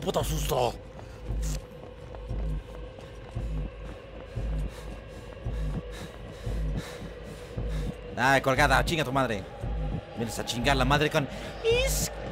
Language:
Spanish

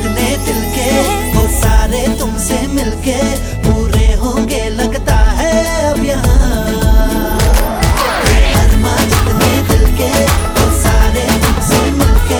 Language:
Hindi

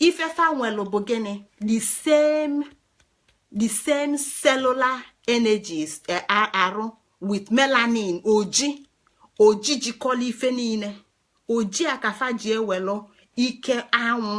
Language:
Igbo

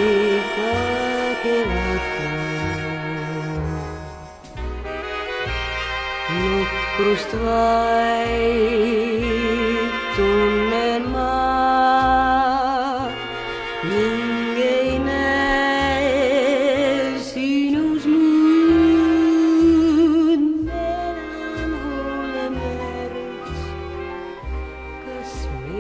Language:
Estonian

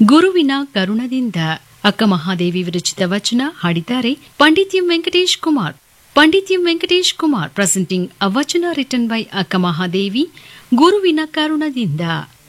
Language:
Kannada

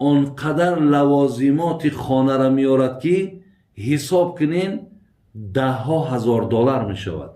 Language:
Tajik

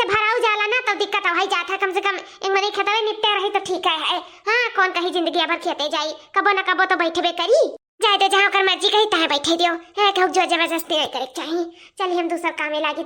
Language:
Awadhi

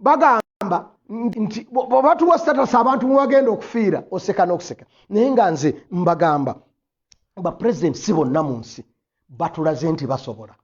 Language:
Ganda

